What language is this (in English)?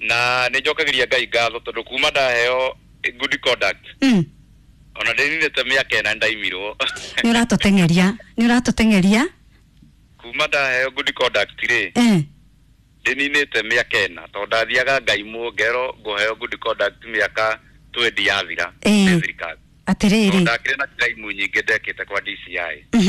Kikuyu